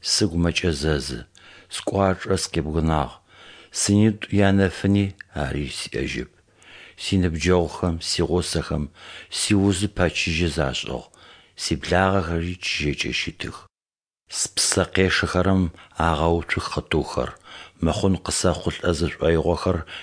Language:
Adyghe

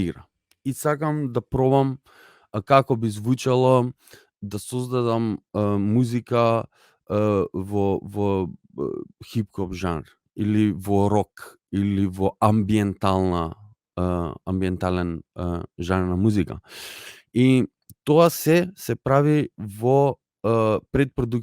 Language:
Macedonian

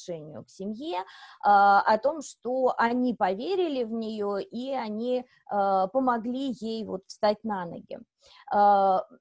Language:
Russian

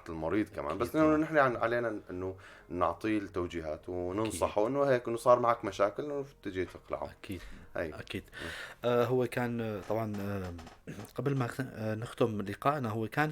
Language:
North Levantine Arabic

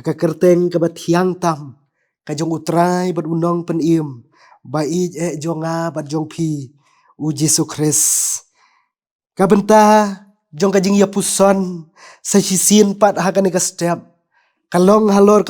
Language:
Khasi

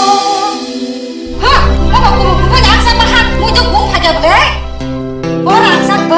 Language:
Kok Borok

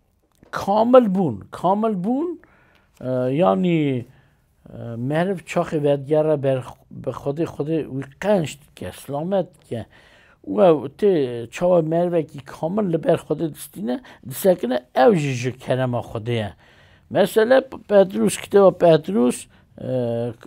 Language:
Kurdish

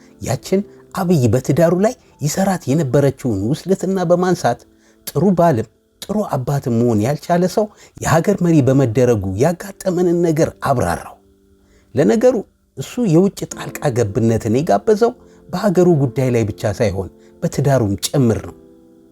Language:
Amharic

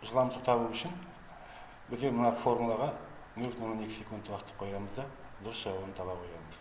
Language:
Kazakh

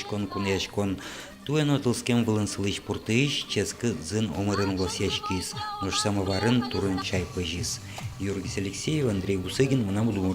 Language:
Udmurt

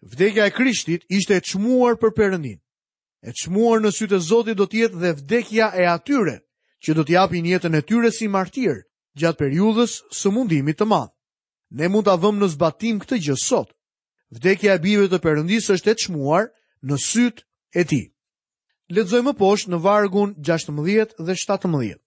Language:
Albanian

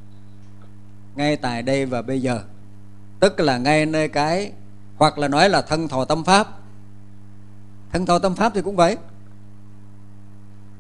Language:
Vietnamese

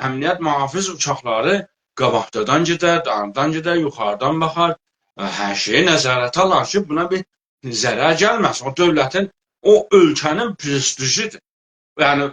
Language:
South Azerbaijani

